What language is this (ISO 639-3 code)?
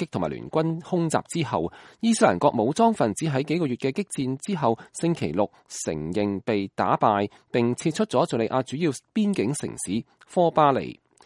yue